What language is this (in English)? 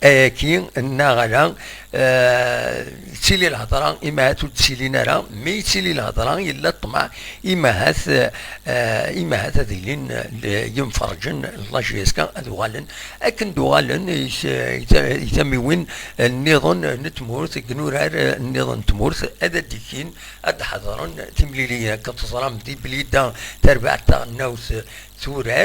Kabyle